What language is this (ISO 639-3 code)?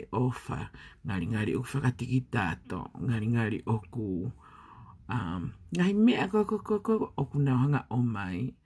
ton